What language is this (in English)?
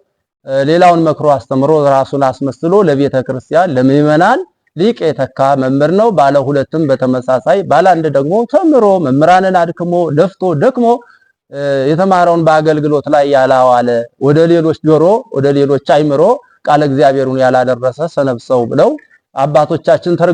Amharic